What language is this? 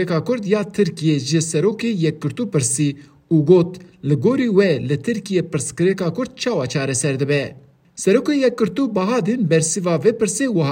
Kurdish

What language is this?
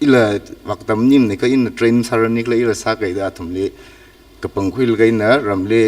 Tangkhul Naga (India)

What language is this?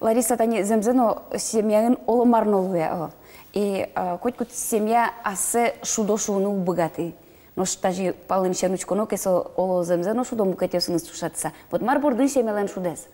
Udmurt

